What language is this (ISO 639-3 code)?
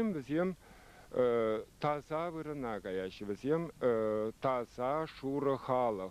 chv